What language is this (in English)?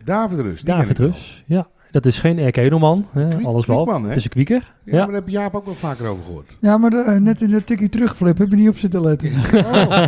Dutch